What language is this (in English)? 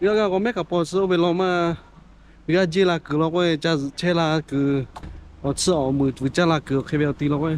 Lahu